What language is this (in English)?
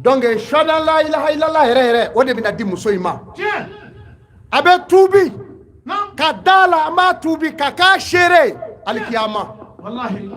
Bambara